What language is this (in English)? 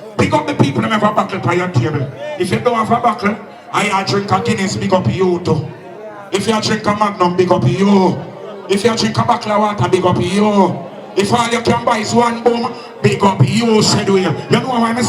Jamaican Creole English